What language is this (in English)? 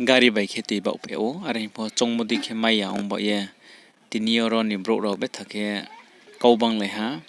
Riang (India)